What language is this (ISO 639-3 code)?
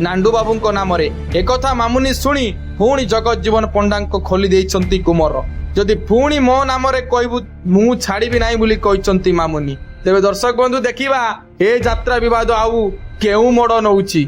ori